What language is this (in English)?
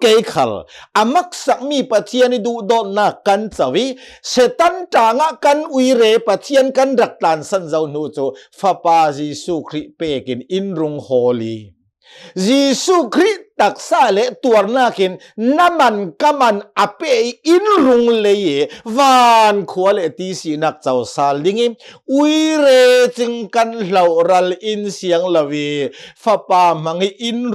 Hakha Chin